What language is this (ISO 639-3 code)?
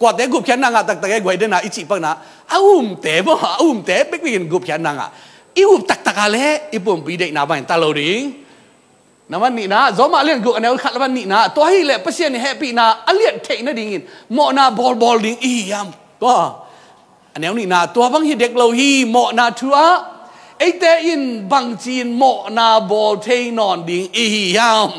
ctd